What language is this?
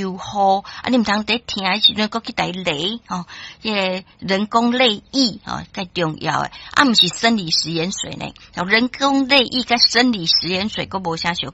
Min Nan Chinese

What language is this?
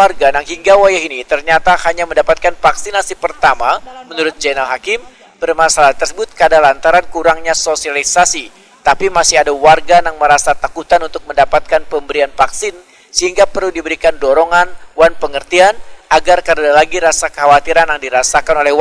Banjar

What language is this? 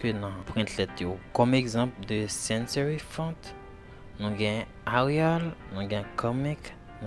Haitian Creole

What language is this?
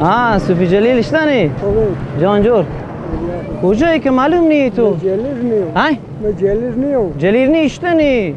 Persian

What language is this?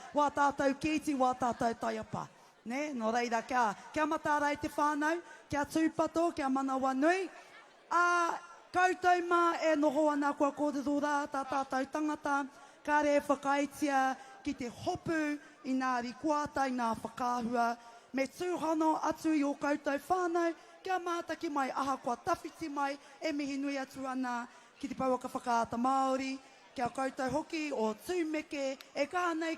Māori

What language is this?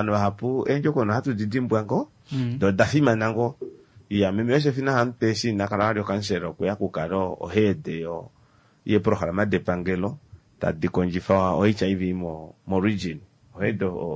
Kuanyama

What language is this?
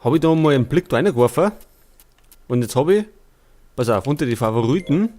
Bavarian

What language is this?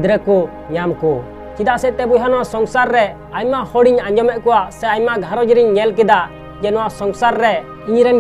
Santali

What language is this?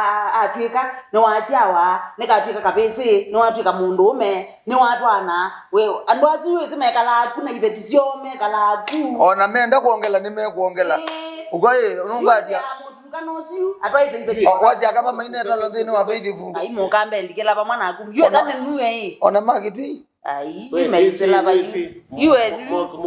Kamba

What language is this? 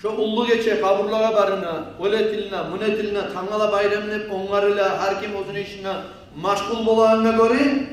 Kumyk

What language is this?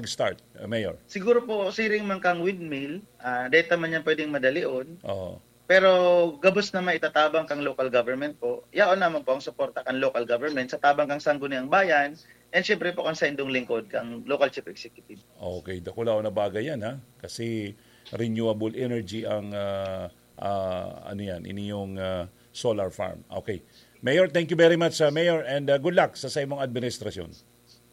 Bikol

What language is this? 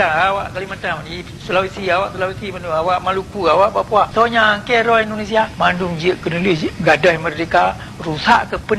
Achinese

